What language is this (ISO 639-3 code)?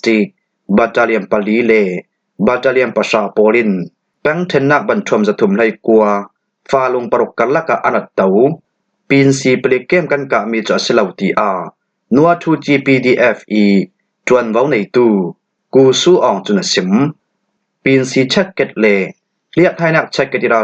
cfm